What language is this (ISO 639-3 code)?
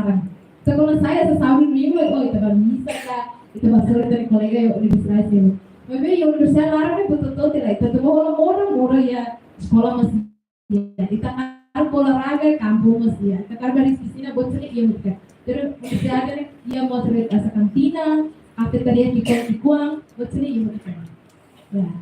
tet